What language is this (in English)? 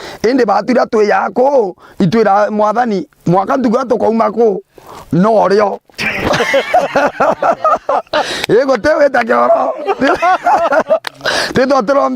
Meru